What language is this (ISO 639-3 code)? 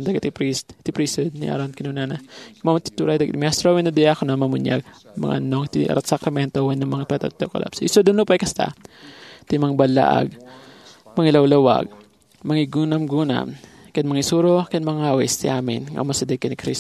ilo